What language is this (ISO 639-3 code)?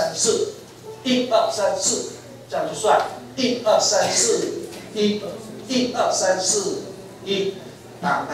zho